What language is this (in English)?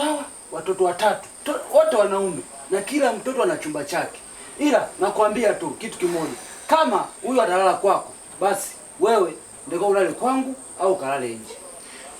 Swahili